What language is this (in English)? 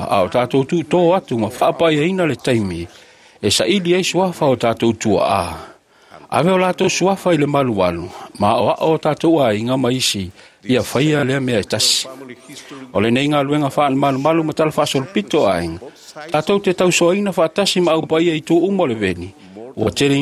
Samoan